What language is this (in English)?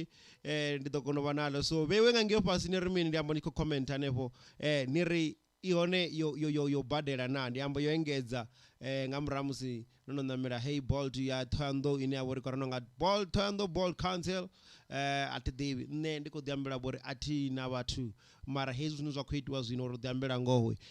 Venda